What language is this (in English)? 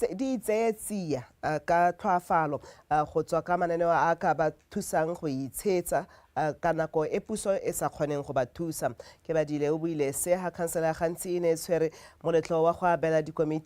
Tswana